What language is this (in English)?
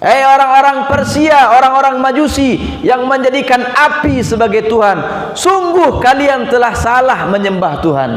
Minangkabau